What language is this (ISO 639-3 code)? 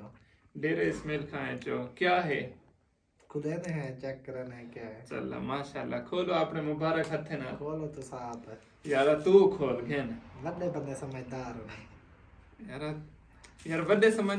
skr